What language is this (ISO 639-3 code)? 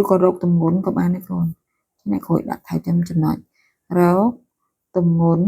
khm